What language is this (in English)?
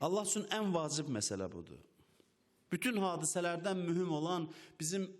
Azerbaijani